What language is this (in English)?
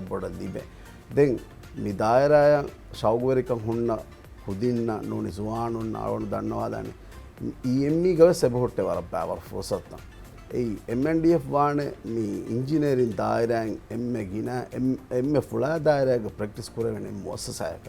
Divehi